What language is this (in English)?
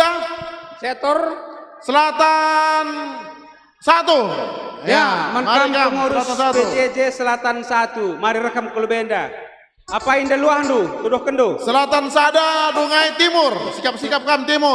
Batak Karo